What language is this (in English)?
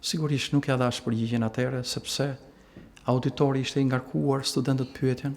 Albanian